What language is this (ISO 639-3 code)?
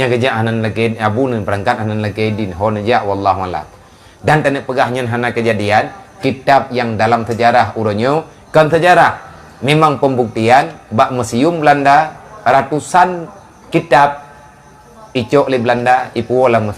ace